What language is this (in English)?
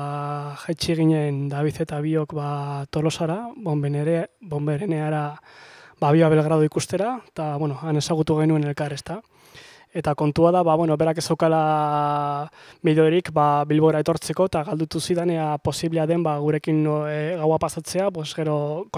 Basque